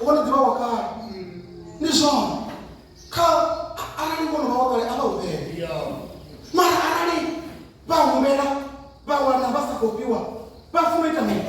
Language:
Venda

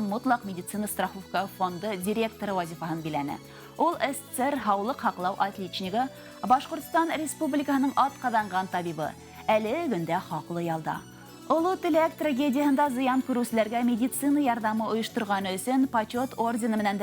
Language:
Bashkir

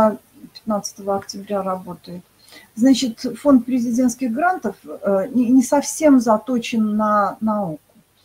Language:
Russian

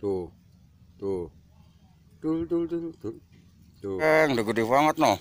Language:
Betawi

